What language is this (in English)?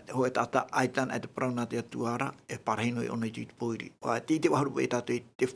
Tahitian